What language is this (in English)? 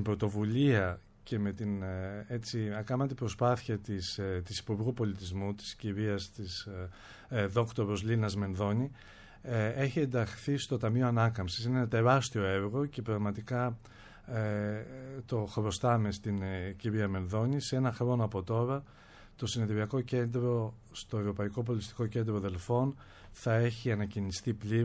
Greek